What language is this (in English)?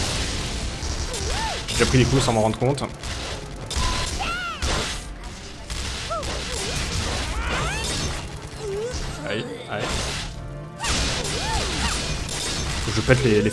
French